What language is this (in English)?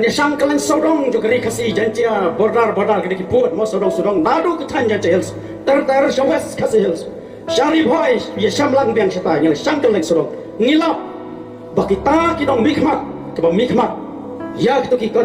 Khasi